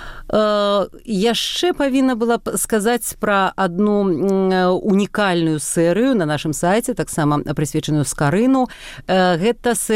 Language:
Belarusian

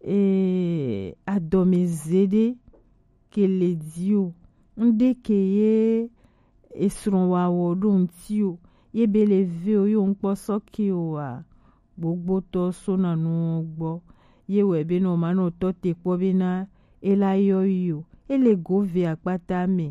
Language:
Gen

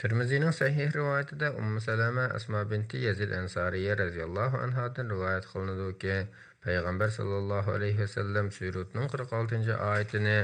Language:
Uyghur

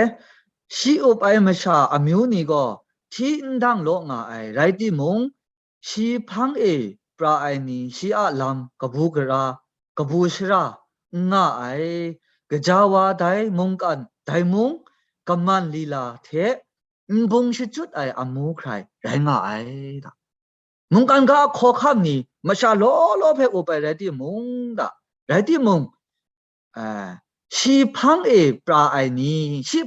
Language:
Kachin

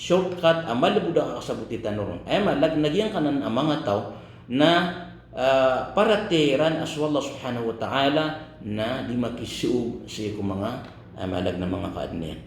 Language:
Maranao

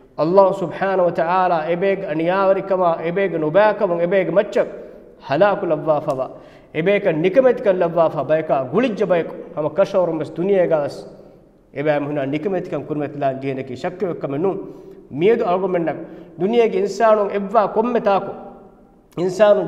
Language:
Divehi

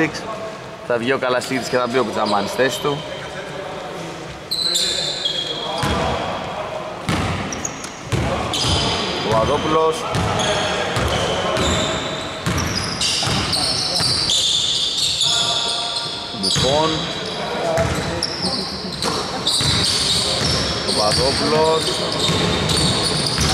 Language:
Greek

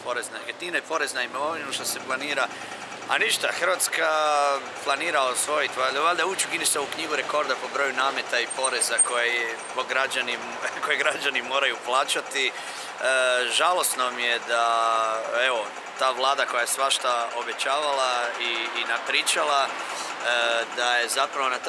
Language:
Croatian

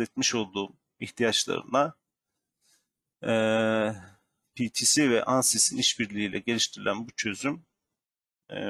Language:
Turkish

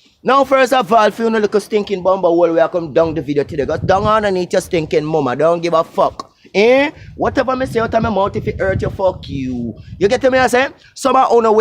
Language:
Jamaican Creole English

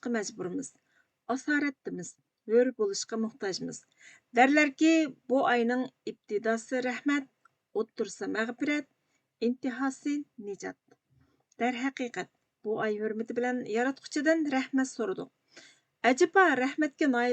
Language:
Uyghur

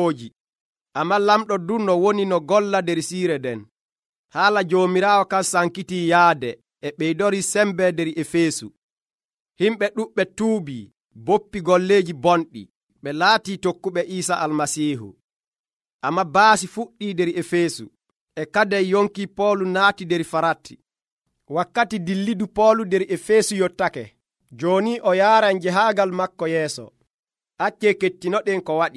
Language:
Nigerian Fulfulde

